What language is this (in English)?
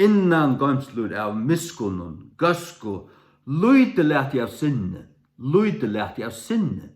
Faroese